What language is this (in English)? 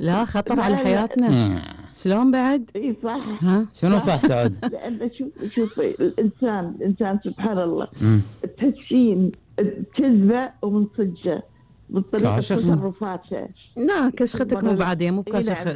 Gulf Arabic